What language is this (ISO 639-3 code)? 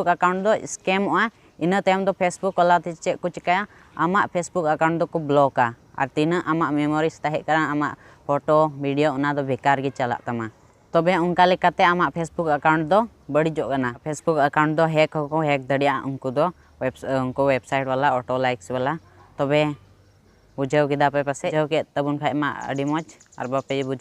sat